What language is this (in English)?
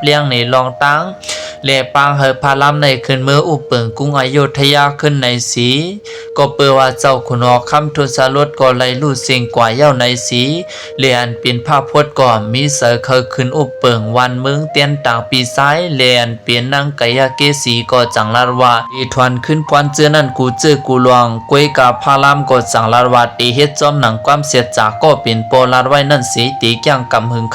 Lao